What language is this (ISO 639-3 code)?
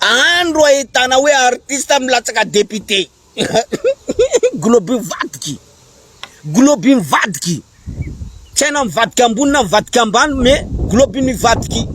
mlg